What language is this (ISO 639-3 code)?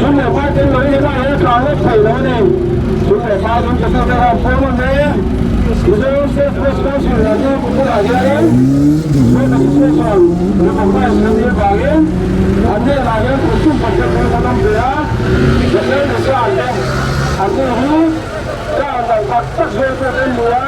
lus